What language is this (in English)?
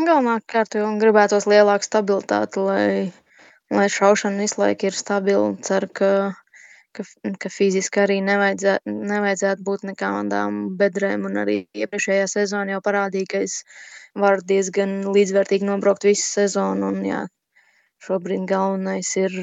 Latvian